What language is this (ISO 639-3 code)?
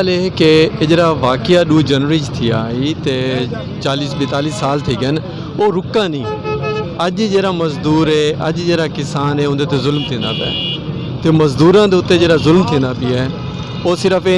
skr